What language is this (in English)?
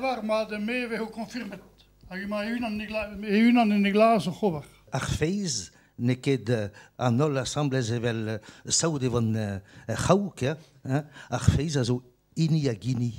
Breton